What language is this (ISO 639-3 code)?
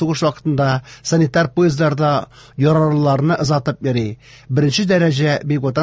tat